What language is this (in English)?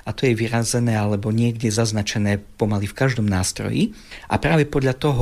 Slovak